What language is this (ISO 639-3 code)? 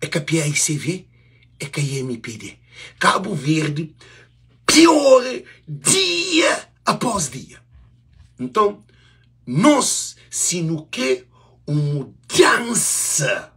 kea